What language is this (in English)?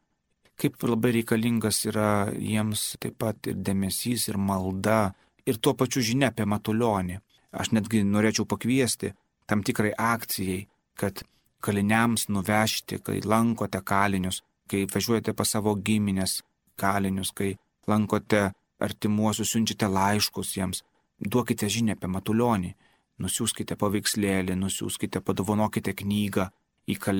Lithuanian